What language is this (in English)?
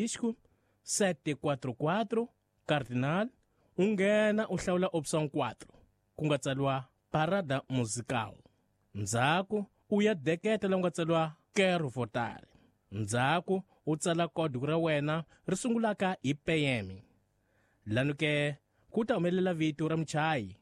Tsonga